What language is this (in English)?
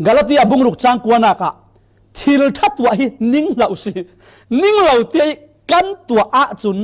Falam Chin